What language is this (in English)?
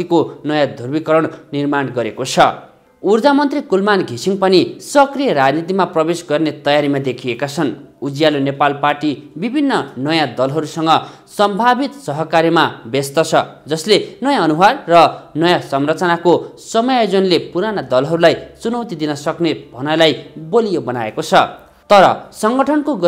Nepali